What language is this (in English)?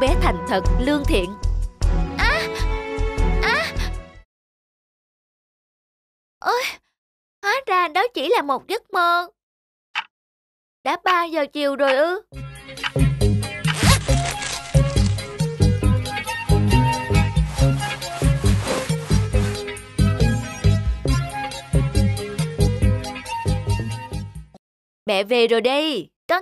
Vietnamese